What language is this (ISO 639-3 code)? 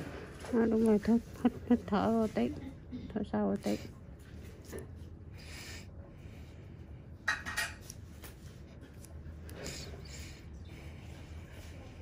vie